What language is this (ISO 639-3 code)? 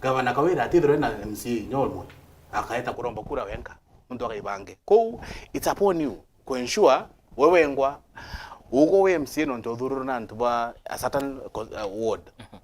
mer